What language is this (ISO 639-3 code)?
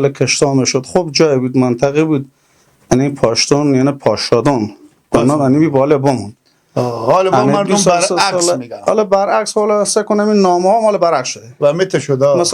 fas